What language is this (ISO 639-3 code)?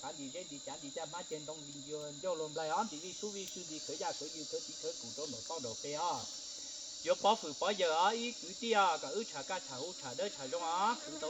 hmn